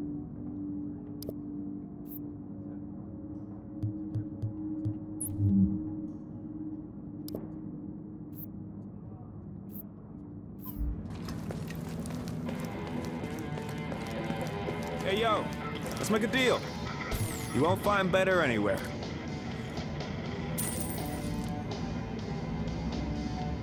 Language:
English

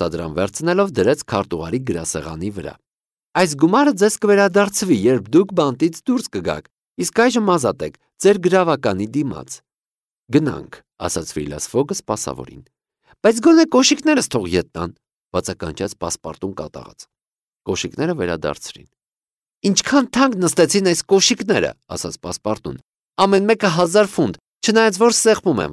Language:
Armenian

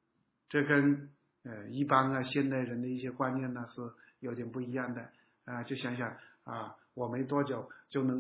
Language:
Chinese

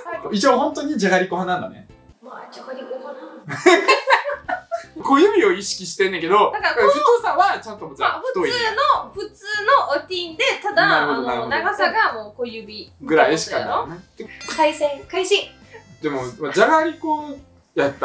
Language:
Japanese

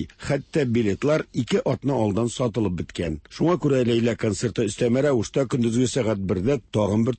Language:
Tatar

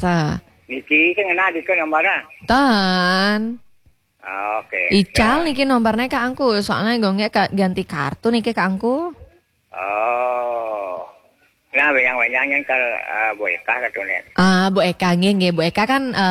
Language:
Balinese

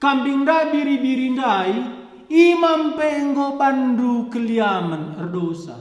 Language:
Batak Karo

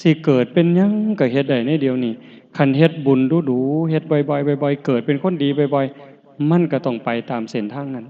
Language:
Northeastern Thai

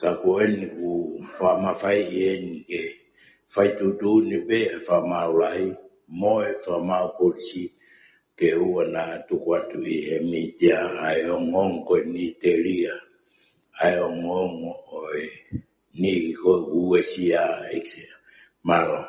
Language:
Tongan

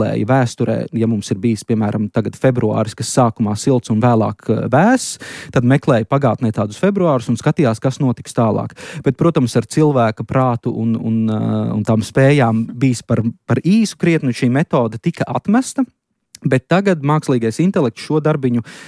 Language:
Latvian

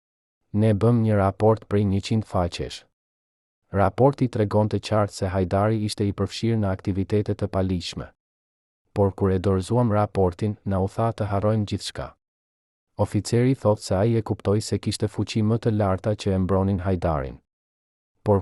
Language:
Albanian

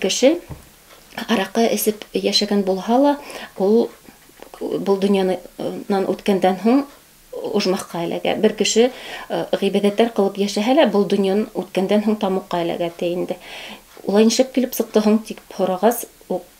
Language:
Bashkir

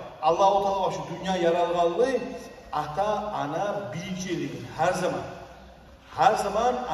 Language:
Kumyk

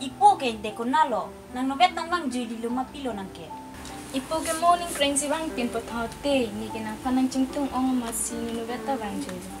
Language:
Karbi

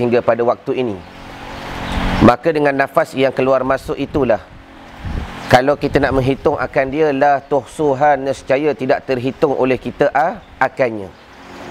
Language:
Malay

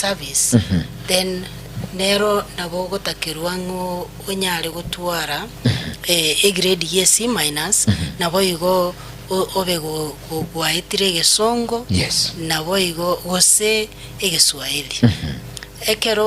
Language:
Gusii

